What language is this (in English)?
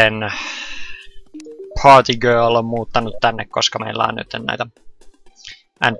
Finnish